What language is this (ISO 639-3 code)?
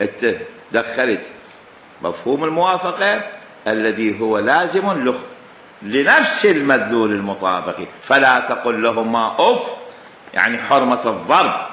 acm